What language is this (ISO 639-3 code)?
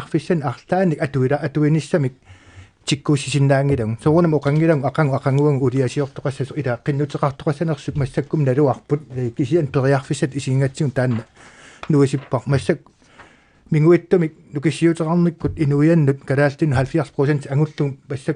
kal